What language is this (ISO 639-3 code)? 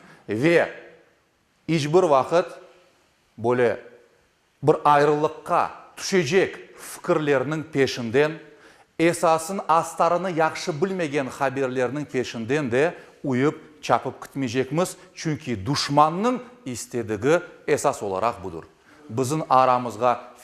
crh